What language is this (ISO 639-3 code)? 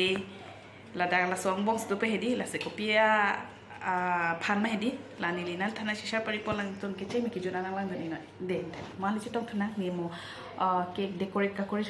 mjw